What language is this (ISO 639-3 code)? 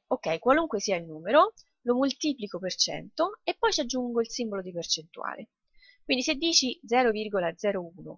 ita